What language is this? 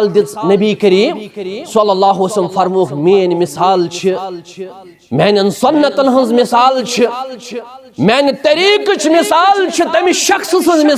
Kashmiri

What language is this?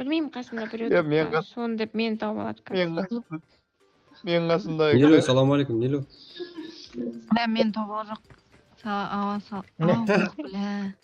Kara-Kalpak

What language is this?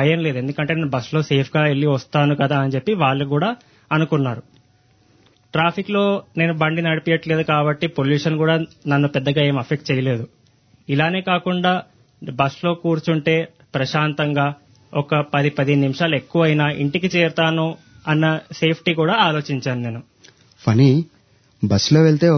Telugu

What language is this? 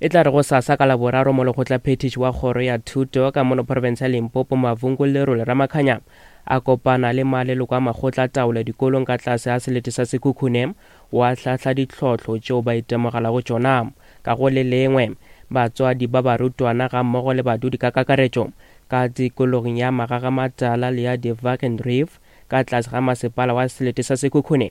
Northern Sotho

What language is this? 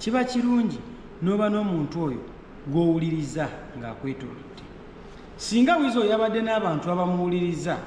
Ganda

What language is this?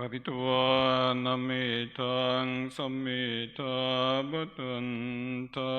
Pali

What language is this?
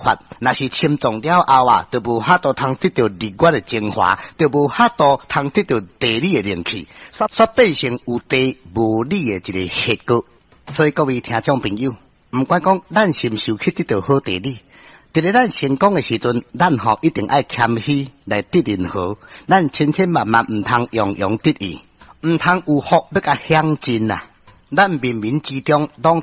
Min Nan Chinese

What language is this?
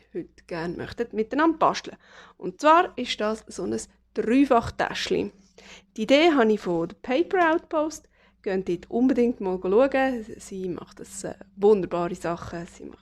Swiss German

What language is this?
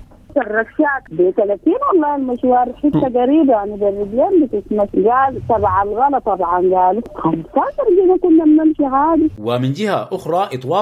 Sudanese Arabic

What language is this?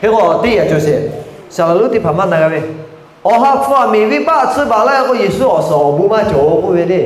Lahu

